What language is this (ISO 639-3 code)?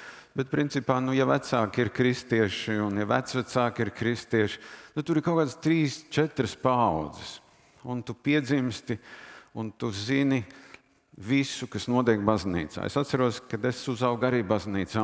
lav